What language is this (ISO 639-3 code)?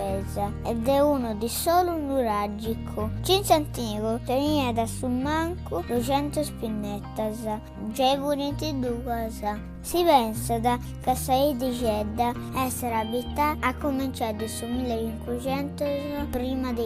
srd